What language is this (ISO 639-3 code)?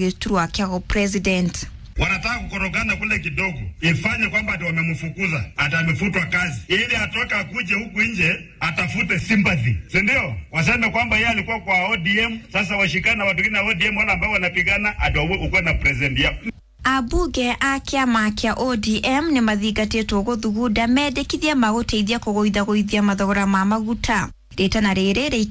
kik